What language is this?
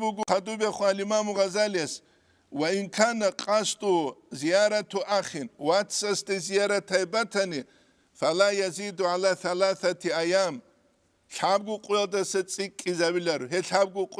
Avaric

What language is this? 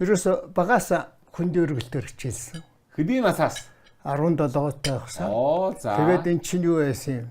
Mongolian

